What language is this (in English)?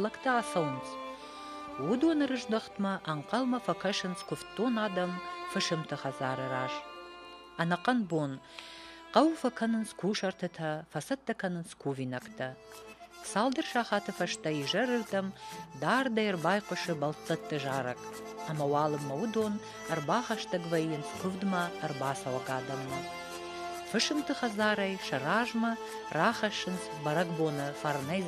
Ossetic